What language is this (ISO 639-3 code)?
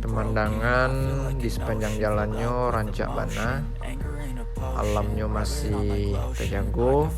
min